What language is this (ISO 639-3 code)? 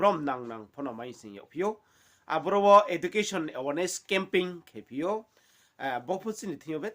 ria